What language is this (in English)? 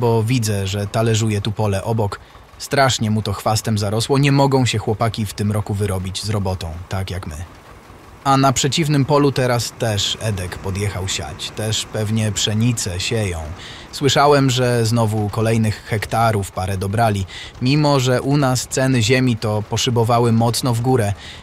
Polish